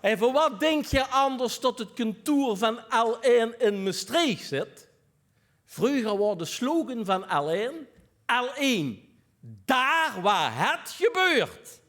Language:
Limburgish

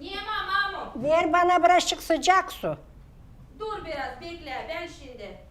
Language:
Gagauz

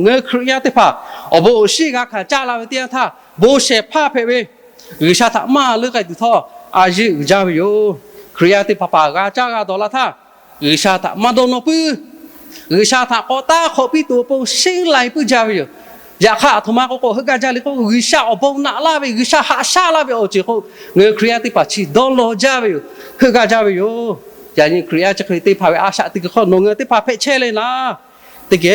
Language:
Lahu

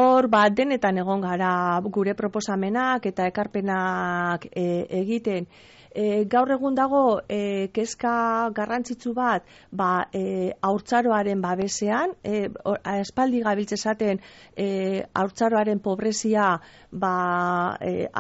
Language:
Basque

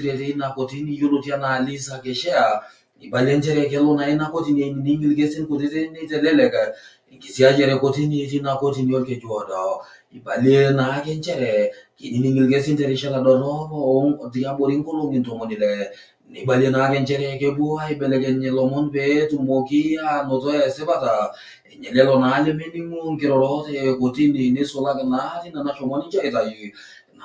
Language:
Masai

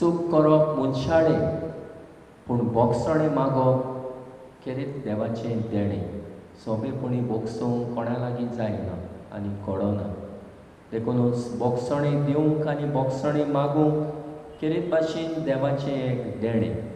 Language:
Konkani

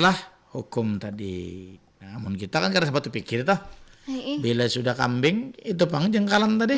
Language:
Banjar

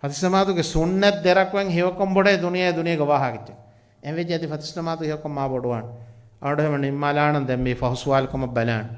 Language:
Divehi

